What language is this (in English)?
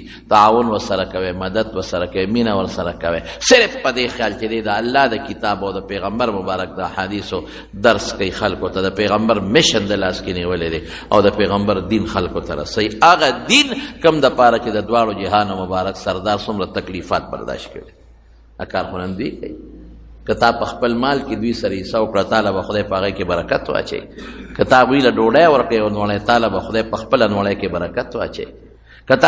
Pashto